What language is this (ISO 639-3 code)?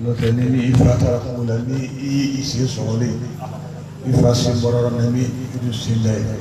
bam